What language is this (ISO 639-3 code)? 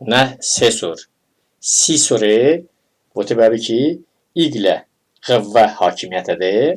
tly